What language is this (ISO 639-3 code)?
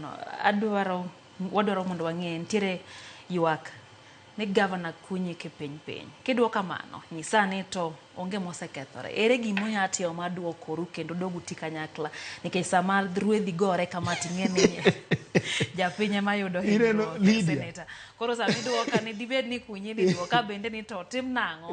luo